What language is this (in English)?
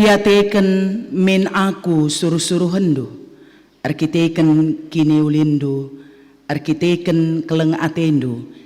Batak Karo